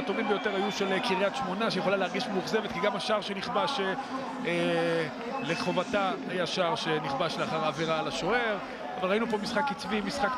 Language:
Hebrew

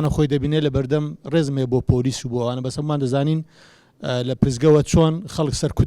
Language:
Central Kurdish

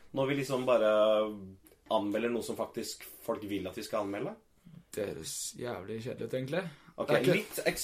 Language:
Norwegian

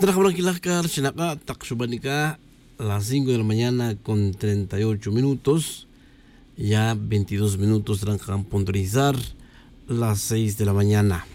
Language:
Tz'utujil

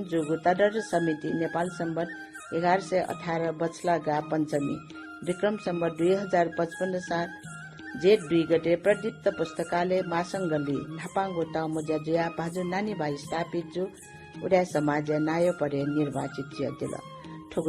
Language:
Newari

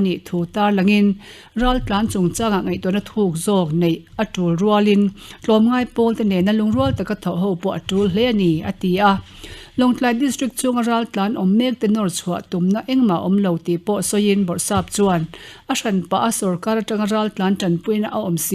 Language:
Mizo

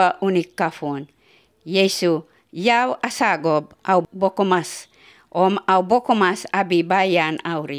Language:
Basque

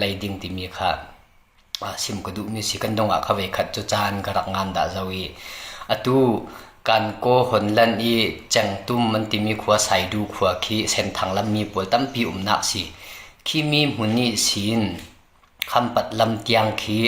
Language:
Falam Chin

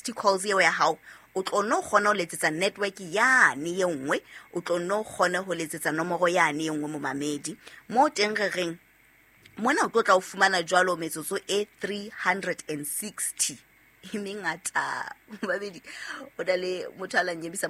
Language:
Southern Sotho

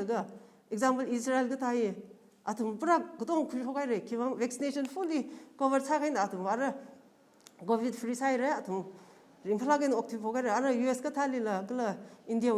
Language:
Tangkhul Naga (India)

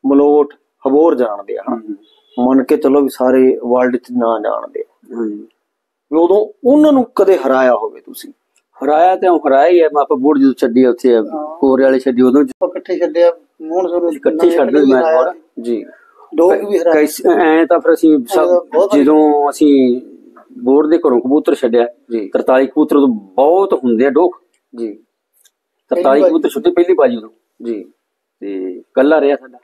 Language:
Punjabi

